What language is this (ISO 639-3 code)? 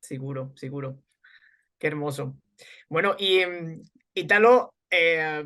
lad